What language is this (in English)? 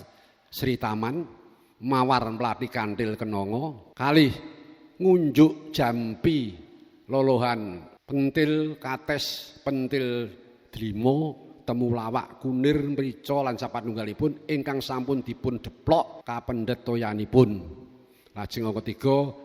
Javanese